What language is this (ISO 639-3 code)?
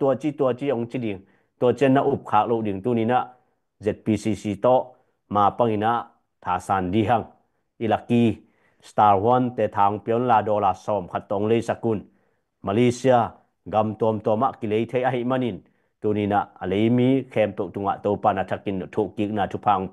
ctd